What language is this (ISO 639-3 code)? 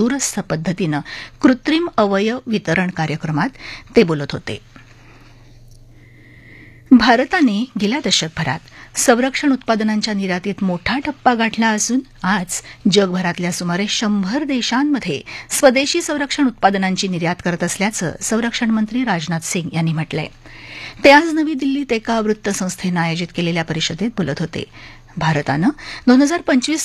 mar